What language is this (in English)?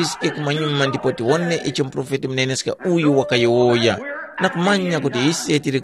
Tumbuka